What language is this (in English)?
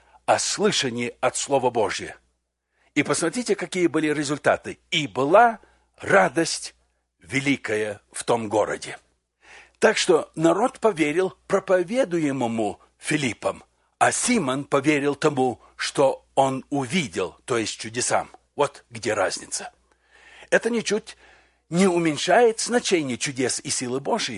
Russian